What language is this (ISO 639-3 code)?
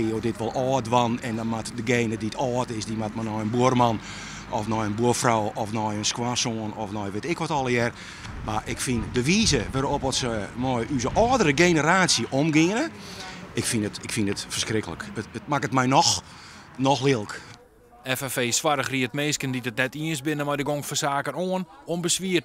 fry